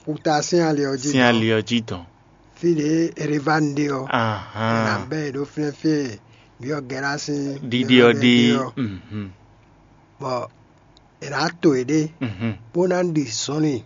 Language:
Fon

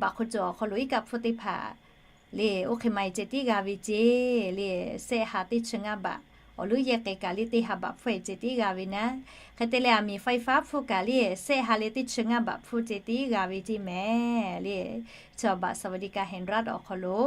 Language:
Lahu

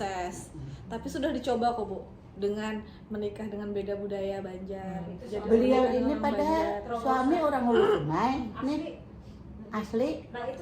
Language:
Banjar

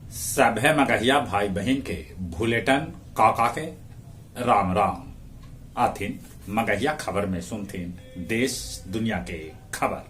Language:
Magahi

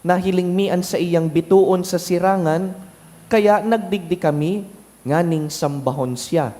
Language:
Bikol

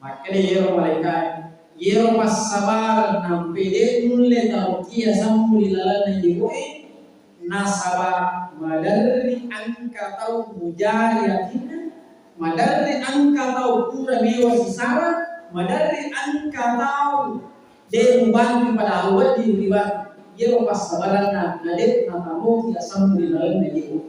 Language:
Buginese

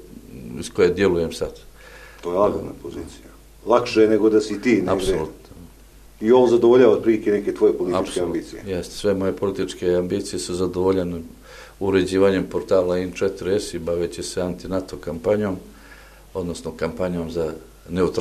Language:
Serbian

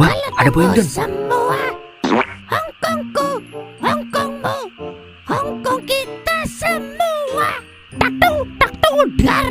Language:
Betawi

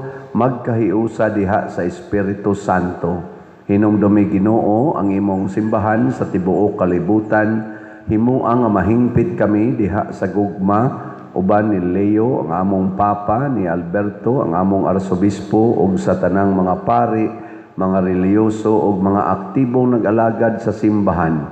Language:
Cebuano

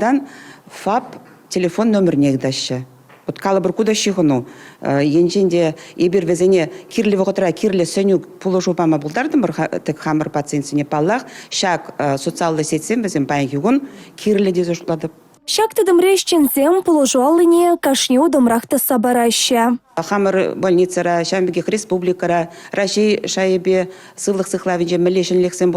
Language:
Chuvash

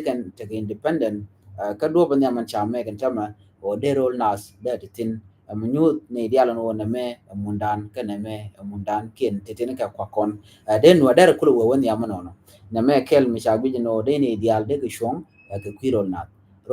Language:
Nuer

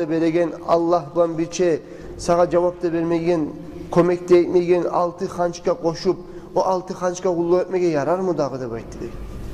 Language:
Kumyk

